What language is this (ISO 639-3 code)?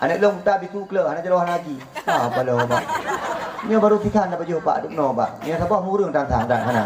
ace